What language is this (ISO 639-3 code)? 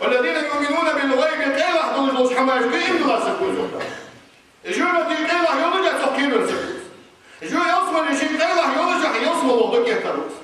inh